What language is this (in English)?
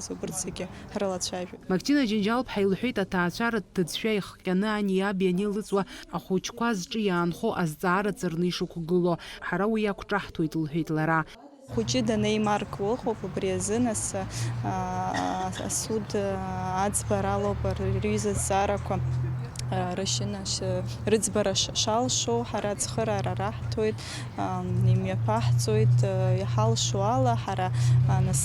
Abkhazian